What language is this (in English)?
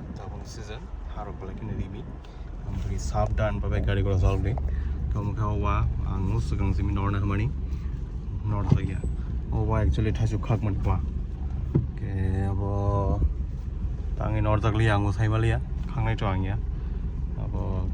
Kok Borok